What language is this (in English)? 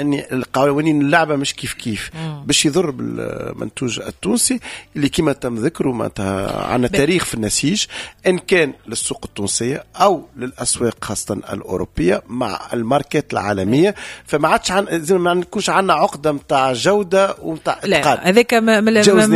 Tunisian Arabic